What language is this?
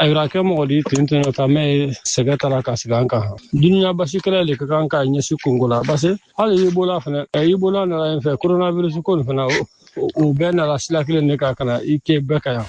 Bambara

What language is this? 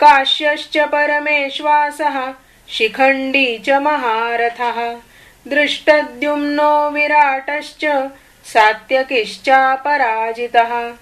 Sanskrit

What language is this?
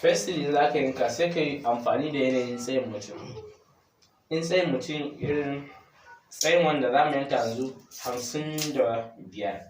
Hausa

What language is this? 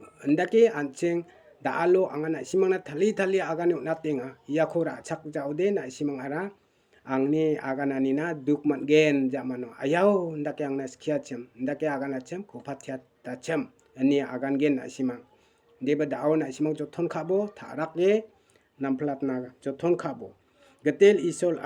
Garo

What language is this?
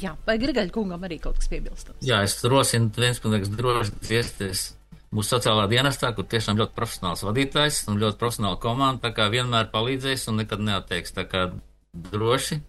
Latvian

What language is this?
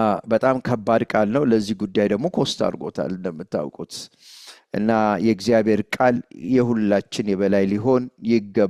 Amharic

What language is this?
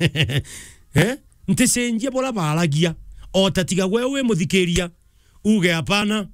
Meru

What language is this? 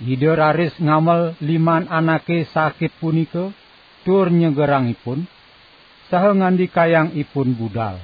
Balinese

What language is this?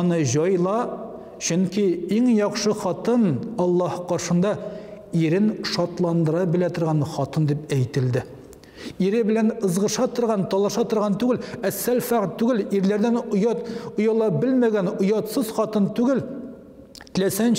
Tatar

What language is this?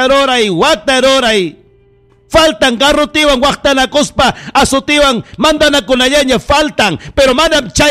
Ayacucho Quechua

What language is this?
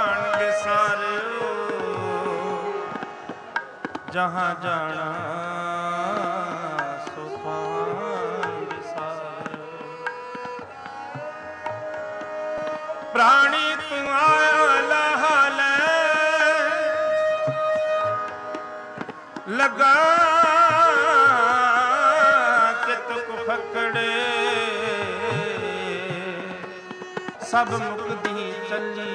Punjabi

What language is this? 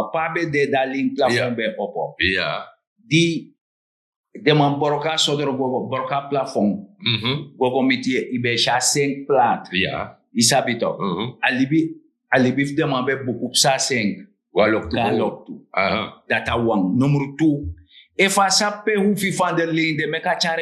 Sranan Tongo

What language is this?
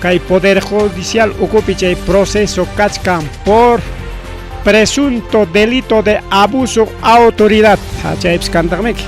Ayacucho Quechua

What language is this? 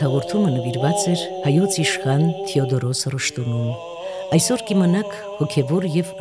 Armenian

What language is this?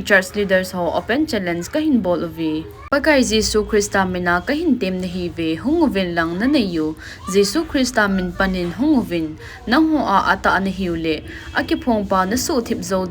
Thado Chin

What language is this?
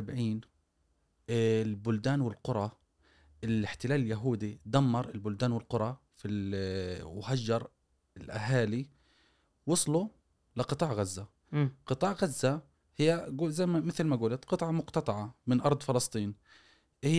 Gulf Arabic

